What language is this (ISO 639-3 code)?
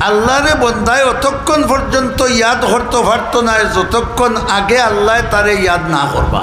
syl